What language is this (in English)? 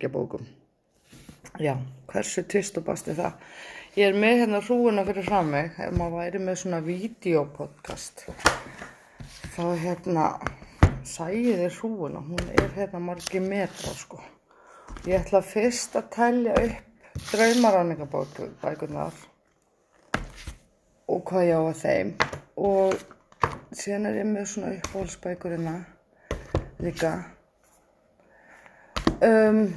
Icelandic